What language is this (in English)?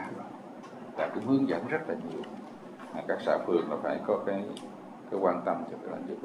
Vietnamese